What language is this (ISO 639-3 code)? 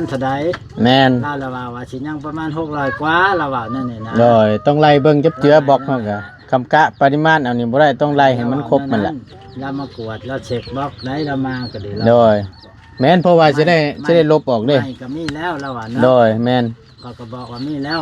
tts